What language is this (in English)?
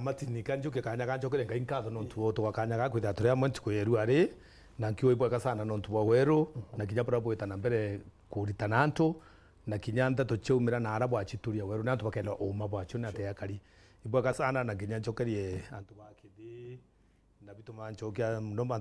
Meru